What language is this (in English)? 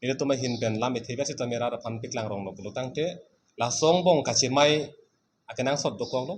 Karbi